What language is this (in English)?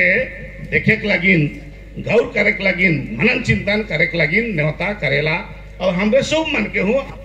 Sadri